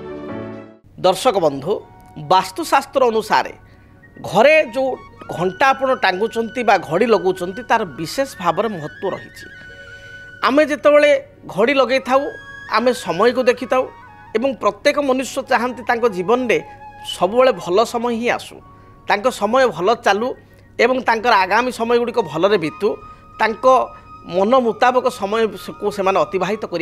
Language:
Odia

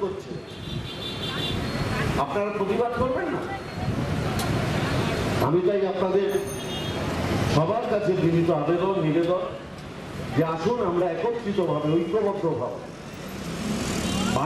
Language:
Bangla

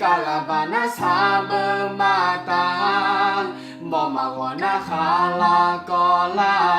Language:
Akha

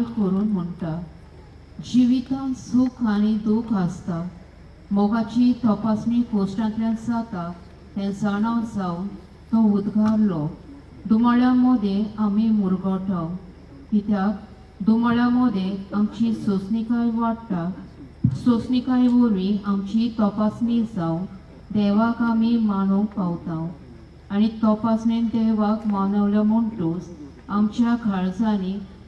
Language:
Konkani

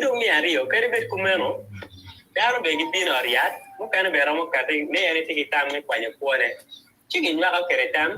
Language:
Acoli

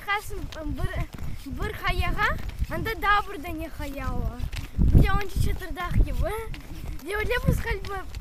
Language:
Crimean Tatar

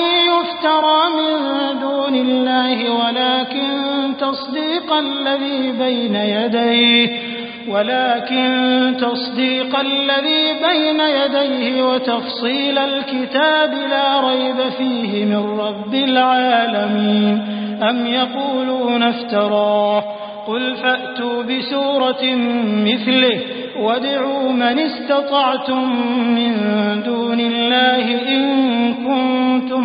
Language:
Arabic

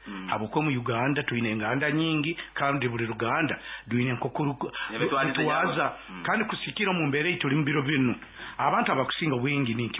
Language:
Nyankole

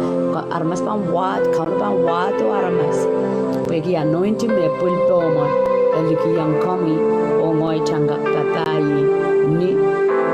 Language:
Pohnpeian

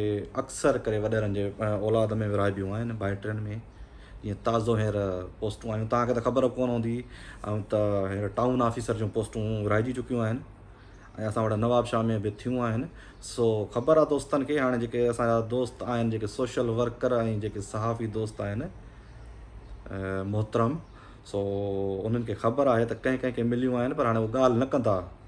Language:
Sindhi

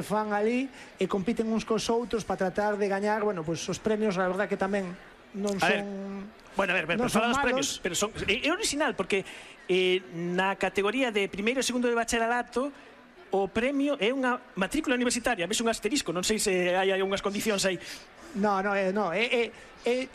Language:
Galician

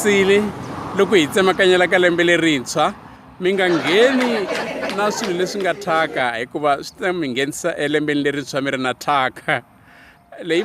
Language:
Tsonga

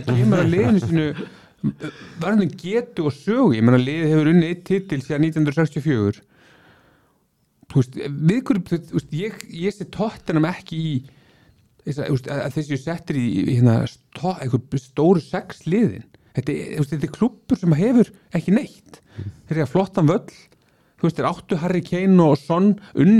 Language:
Icelandic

